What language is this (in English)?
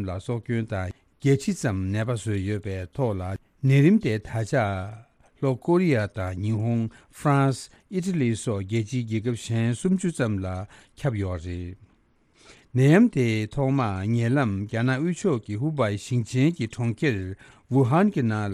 Tibetan